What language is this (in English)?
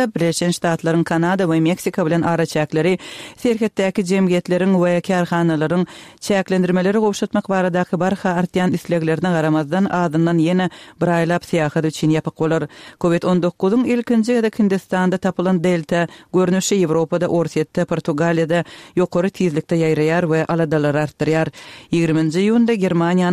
Turkmen